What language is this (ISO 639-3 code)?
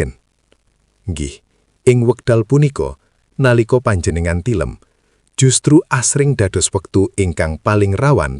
jav